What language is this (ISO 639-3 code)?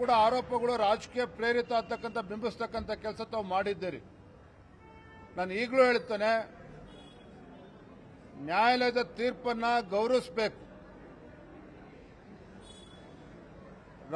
kan